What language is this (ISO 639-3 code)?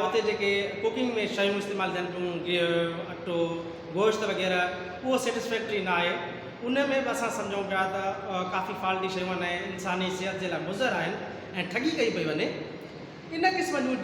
snd